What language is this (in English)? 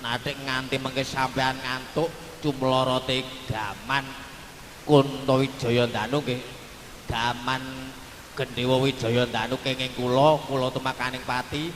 Javanese